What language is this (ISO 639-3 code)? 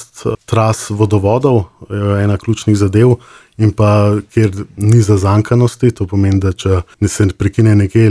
slv